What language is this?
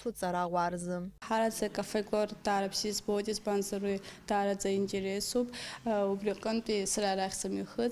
Abkhazian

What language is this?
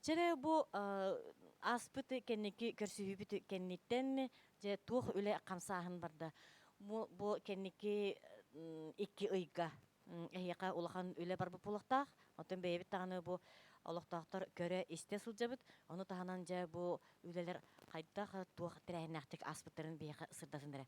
Yakut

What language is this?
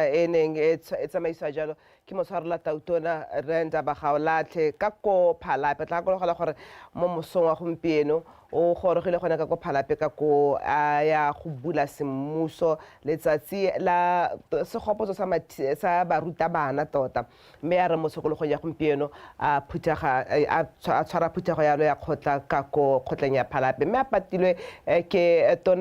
Tswana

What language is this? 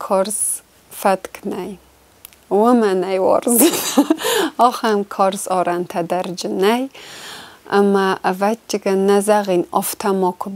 Ossetic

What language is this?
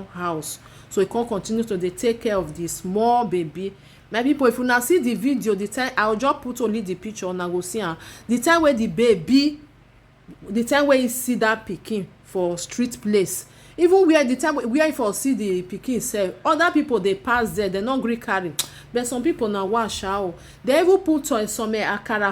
Nigerian Pidgin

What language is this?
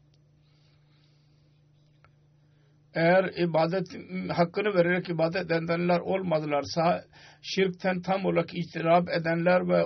Turkish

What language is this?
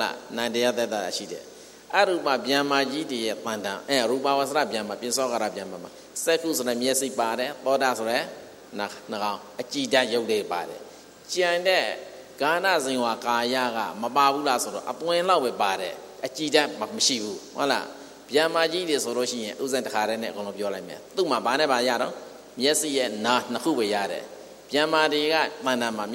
Burmese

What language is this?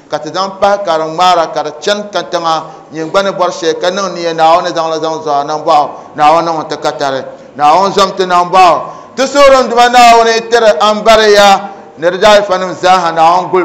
Dagbani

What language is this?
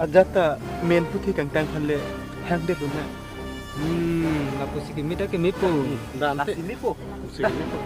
Karbi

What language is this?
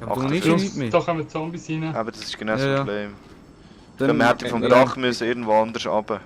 Swiss German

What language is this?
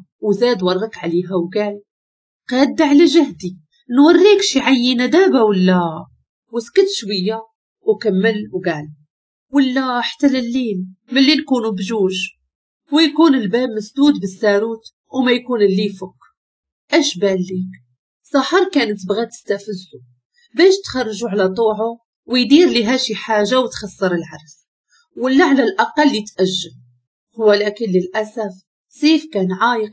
Moroccan Arabic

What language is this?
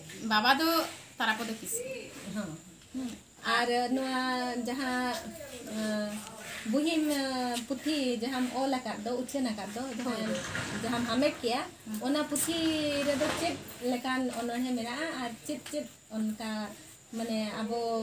Santali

